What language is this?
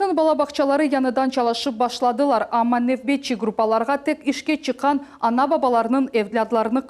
Crimean Tatar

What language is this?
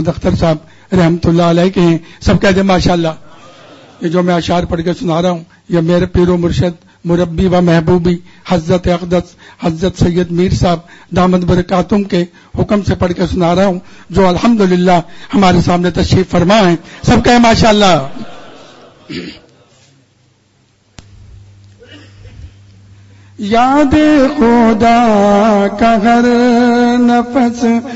Urdu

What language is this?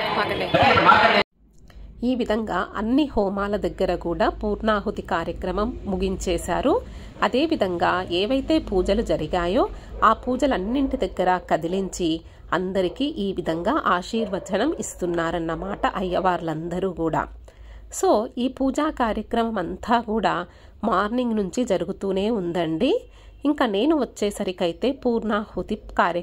Telugu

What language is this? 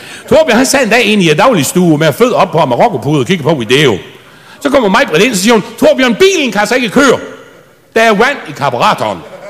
Danish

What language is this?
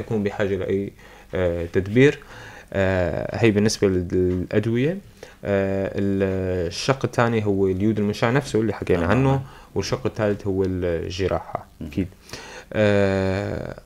North Levantine Arabic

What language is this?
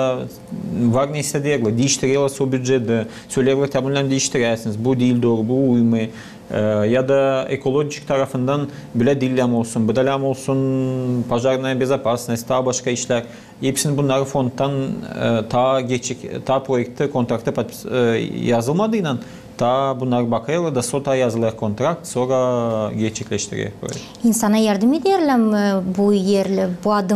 Gagauz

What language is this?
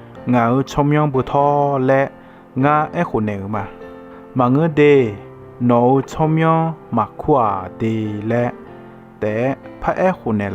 Akha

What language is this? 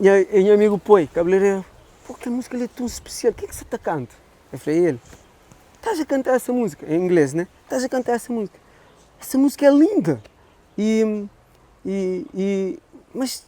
Kabuverdianu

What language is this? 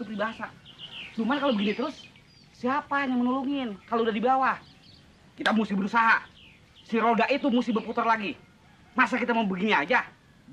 Betawi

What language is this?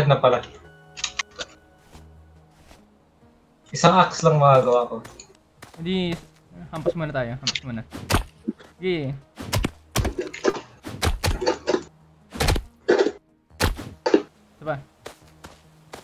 Filipino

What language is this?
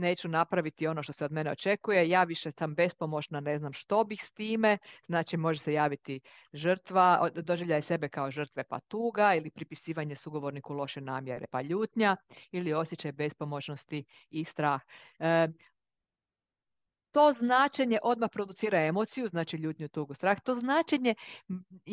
Croatian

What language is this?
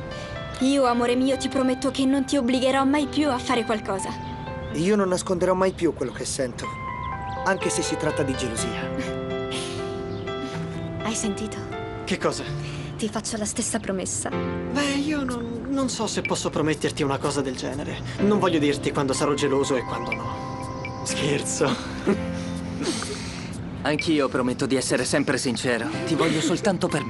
Italian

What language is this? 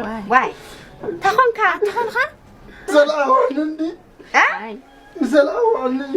Tigrinya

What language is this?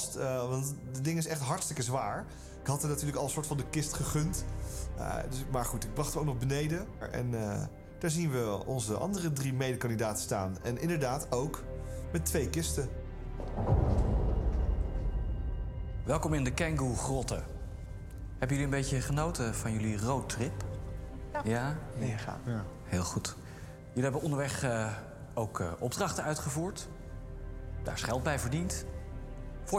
Dutch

